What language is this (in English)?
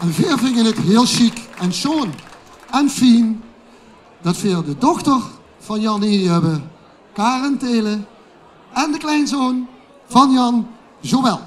Limburgish